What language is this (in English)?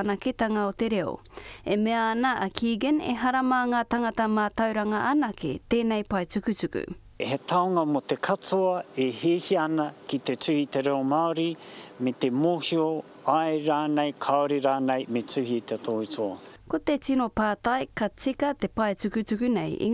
Māori